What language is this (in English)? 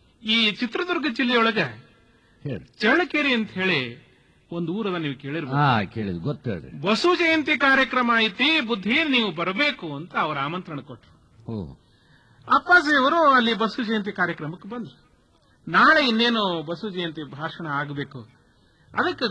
Kannada